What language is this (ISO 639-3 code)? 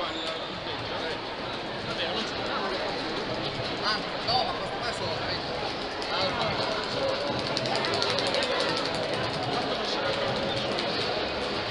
ita